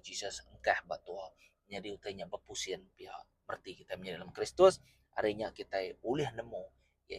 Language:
Iban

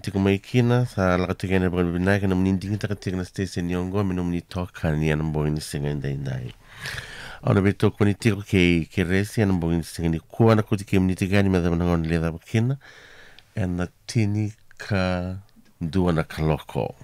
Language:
Fijian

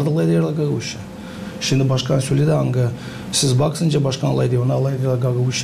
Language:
Gagauz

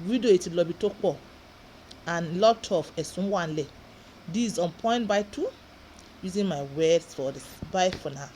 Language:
Yoruba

